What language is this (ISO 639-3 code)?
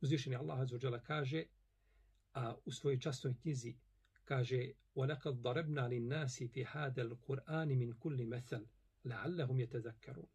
bos